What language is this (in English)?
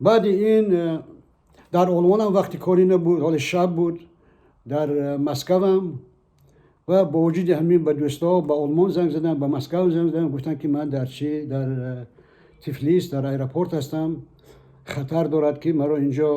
Tajik